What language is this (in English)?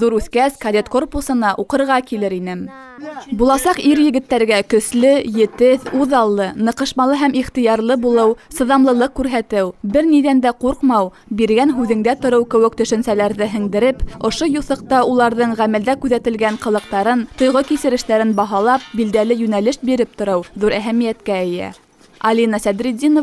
Bashkir